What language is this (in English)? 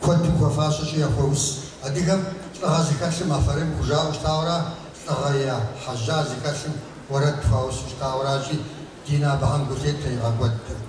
Kabardian